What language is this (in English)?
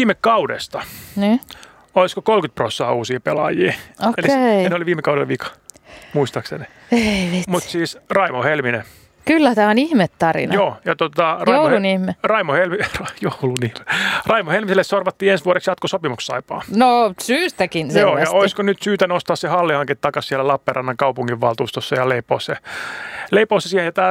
Finnish